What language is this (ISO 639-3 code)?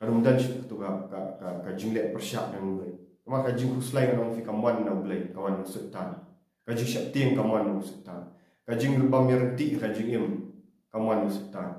kha